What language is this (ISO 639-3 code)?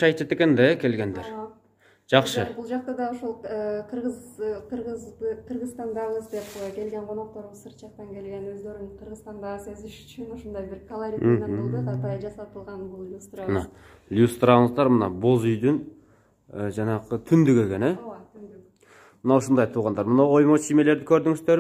kir